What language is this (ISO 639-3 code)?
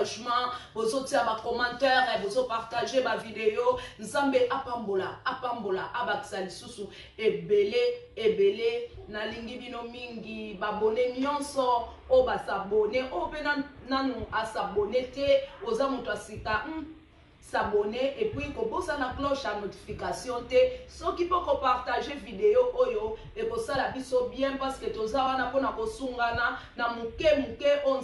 lin